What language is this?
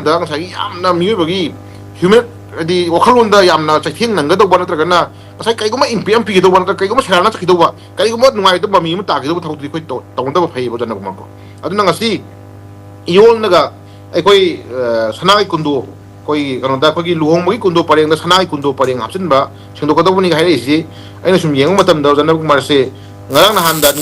Manipuri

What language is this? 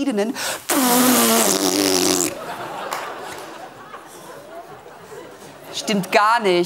German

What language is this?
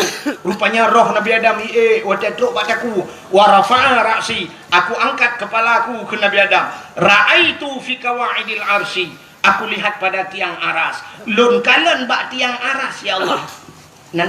Achinese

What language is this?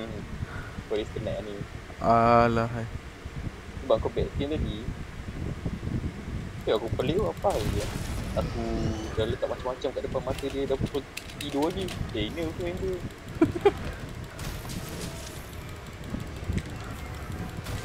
Malay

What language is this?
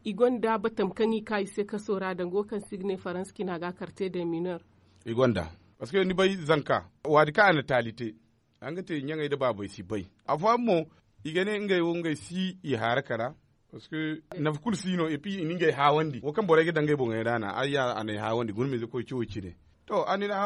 Zarma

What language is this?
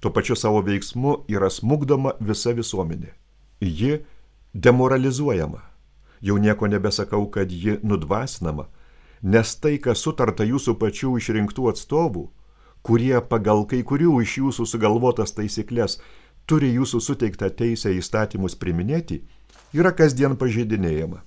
Lithuanian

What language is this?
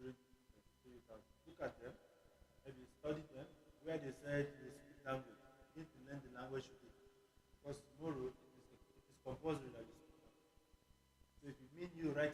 Tyap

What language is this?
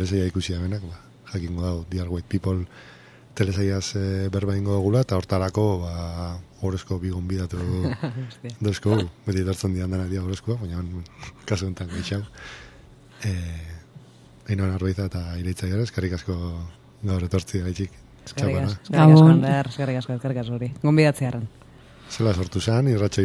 Basque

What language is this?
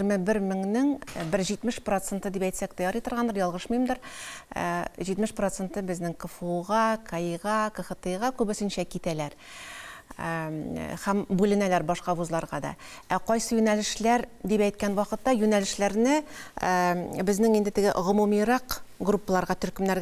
Tatar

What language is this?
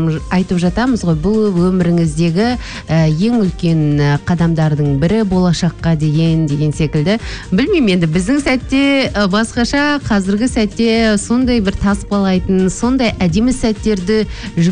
Kazakh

